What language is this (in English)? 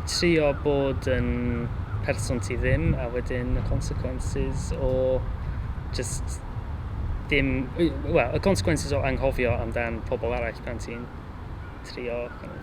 Welsh